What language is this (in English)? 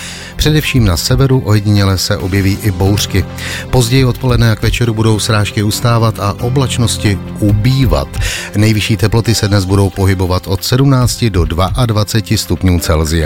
Czech